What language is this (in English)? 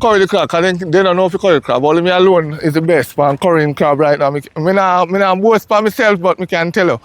Jamaican Creole English